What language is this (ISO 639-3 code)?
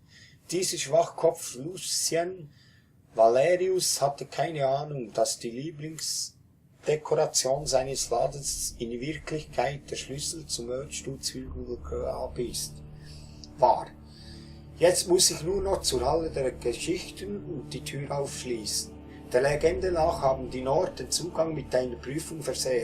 gsw